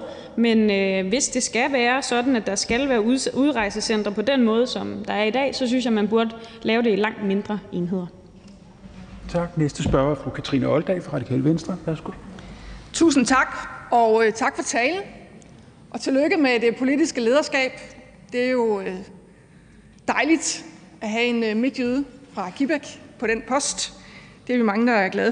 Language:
Danish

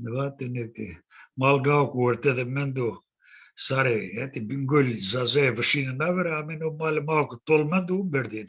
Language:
Zaza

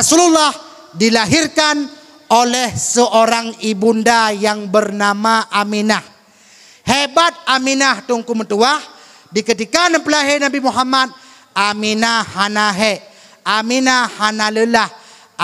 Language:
Achinese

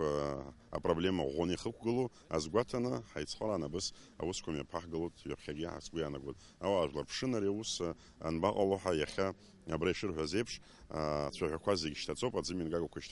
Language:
Abkhazian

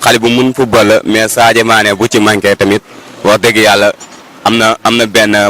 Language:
Wolof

